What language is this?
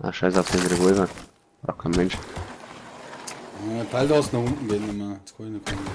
Bavarian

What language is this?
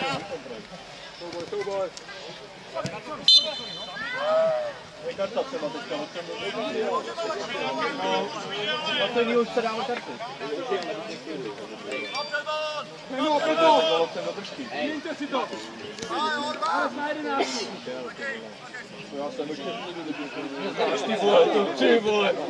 Czech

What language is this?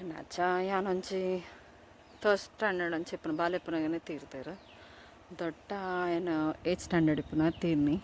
Tulu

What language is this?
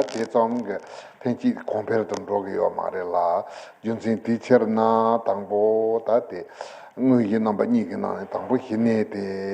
Tibetan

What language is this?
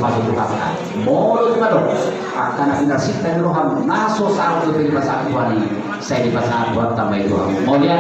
Batak Toba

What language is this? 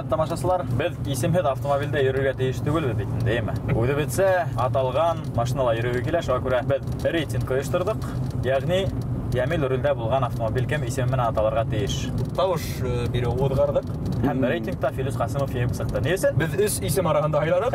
Bashkir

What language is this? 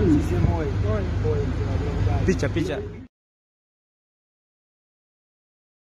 Swahili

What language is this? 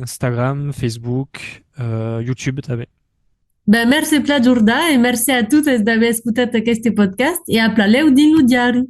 Occitan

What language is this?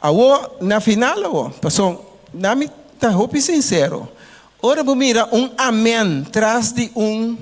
Papiamento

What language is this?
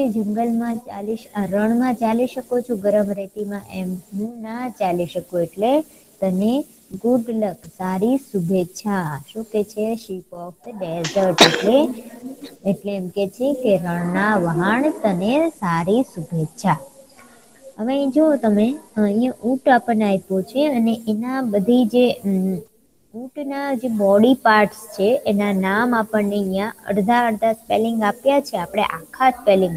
Gujarati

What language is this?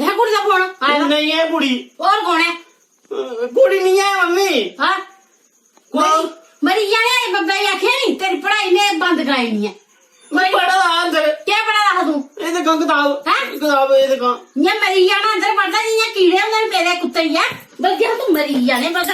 Dogri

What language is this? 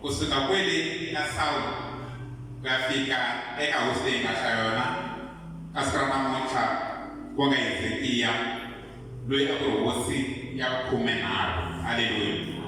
Tsonga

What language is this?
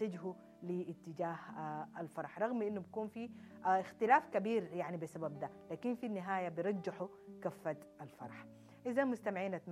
Sudanese Arabic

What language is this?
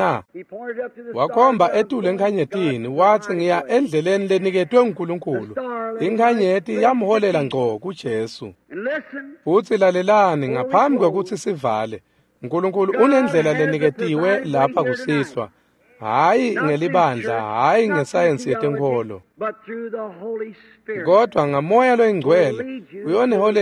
Swati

